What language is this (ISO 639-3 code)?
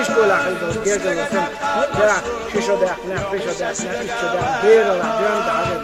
che